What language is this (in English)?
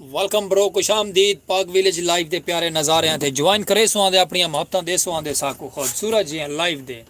Saraiki